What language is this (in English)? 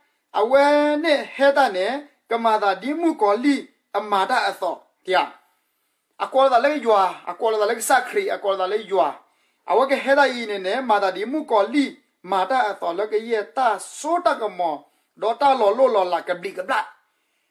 S'gaw Karen